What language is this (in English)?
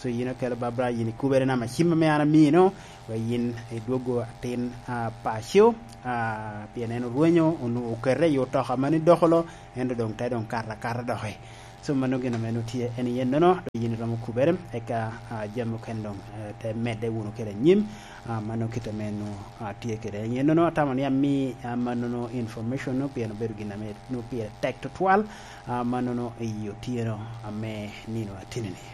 Lango (Uganda)